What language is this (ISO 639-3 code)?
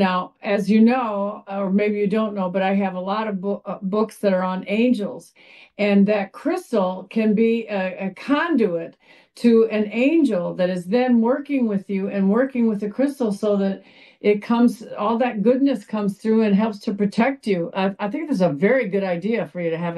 eng